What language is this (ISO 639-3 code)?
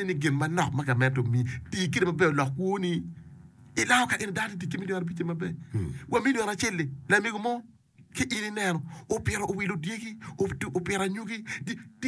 ach